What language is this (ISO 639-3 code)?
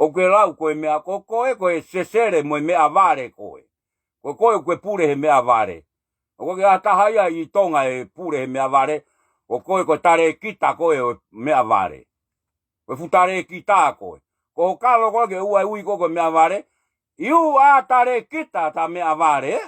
ton